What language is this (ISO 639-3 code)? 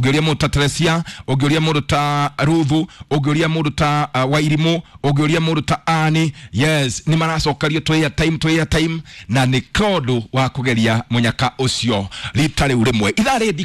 kik